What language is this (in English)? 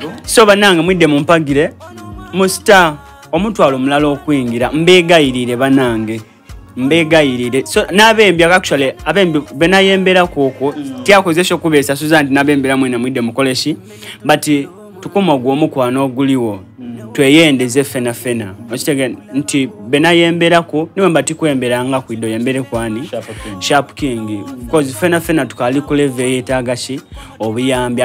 Soga